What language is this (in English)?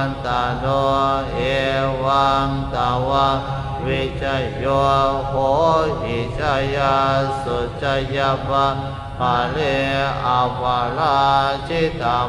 Pali